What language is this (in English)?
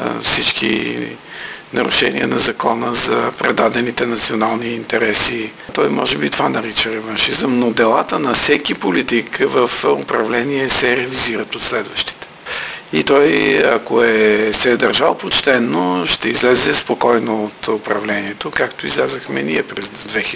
Bulgarian